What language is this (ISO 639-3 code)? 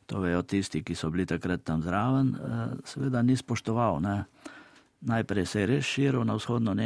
slv